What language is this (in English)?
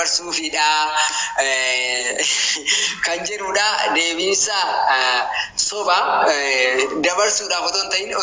Oromo